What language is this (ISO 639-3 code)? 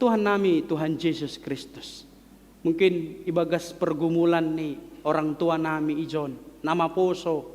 bts